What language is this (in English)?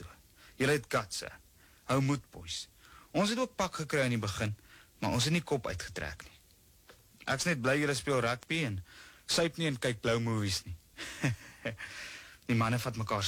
Afrikaans